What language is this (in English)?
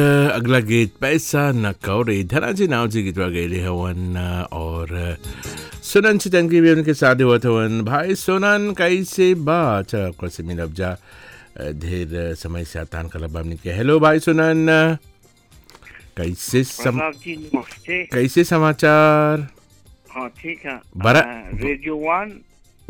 Bhojpuri